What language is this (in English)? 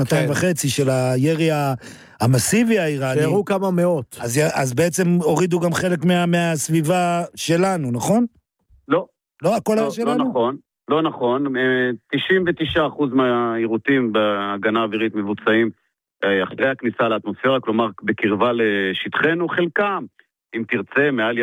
Hebrew